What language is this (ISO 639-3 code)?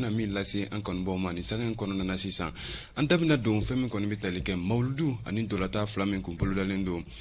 bam